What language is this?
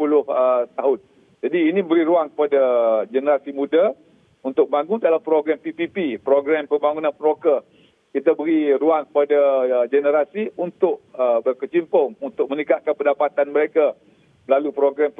Malay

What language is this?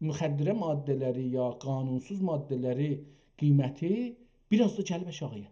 South Azerbaijani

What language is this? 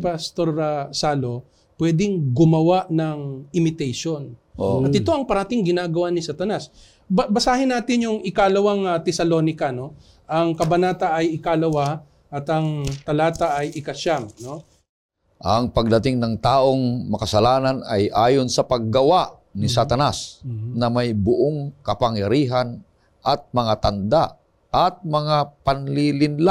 Filipino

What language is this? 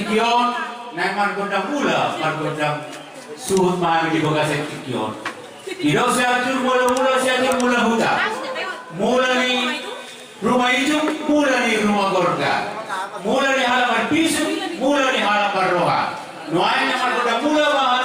Batak Toba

